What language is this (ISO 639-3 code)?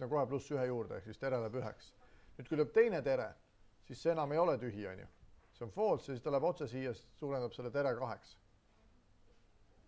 est